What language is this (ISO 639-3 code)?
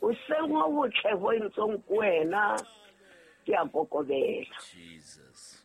sot